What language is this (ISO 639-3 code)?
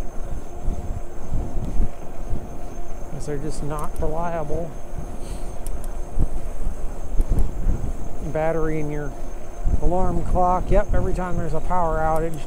eng